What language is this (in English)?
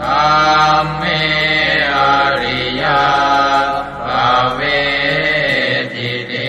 Pali